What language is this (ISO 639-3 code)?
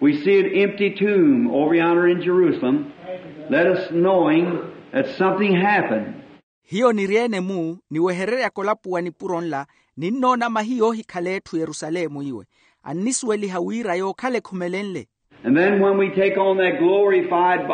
vmw